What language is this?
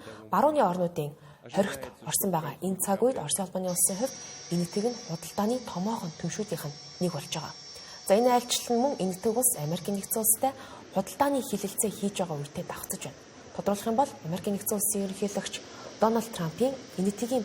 Mongolian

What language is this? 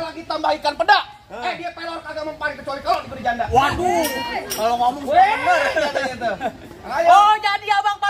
Betawi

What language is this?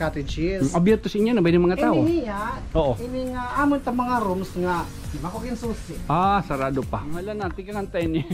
Waray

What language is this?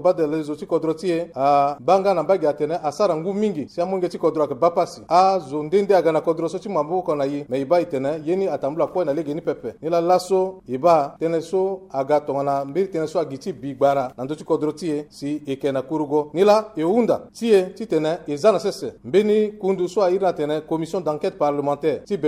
Sango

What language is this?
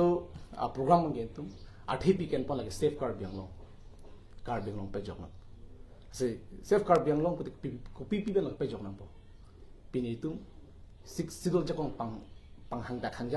Karbi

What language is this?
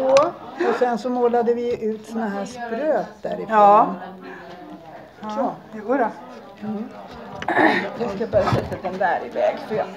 Swedish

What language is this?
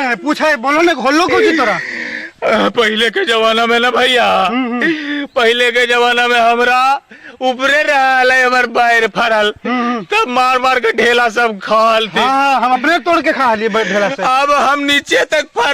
Magahi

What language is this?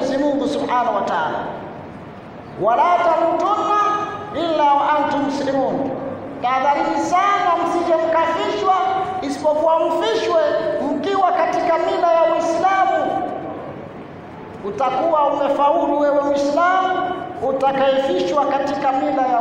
Swahili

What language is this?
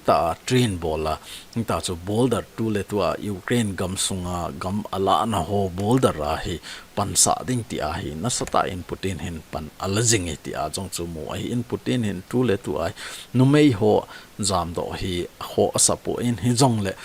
Thado Chin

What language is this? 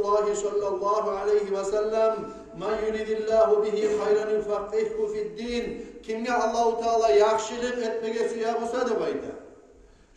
Kumyk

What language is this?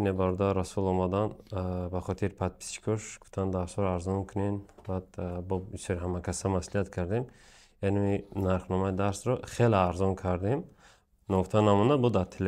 Tajik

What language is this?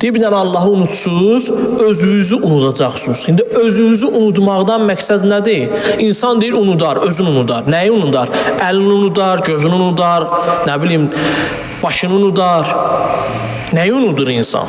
Azerbaijani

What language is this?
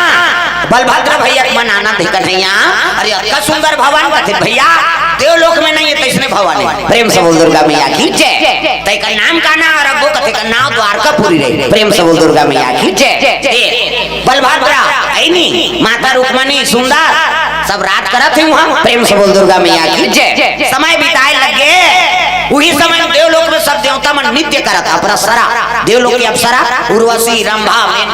Chhattisgarhi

